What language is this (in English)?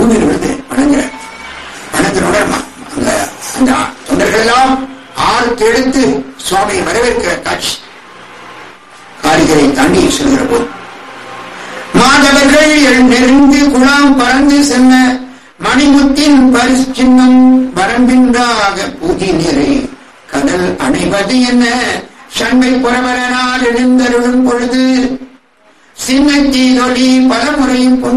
Tamil